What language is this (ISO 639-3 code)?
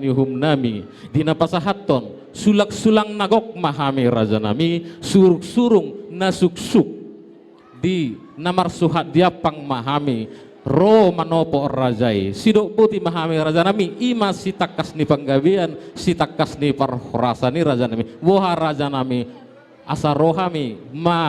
bbc